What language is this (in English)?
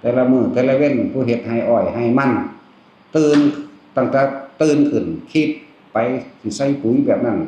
Northeastern Thai